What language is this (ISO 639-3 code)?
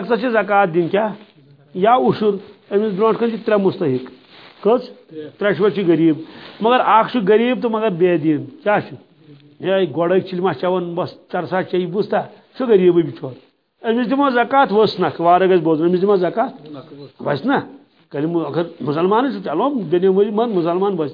kas